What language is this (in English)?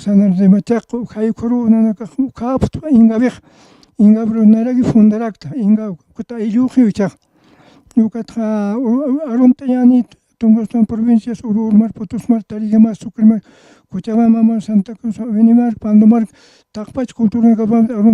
Aymara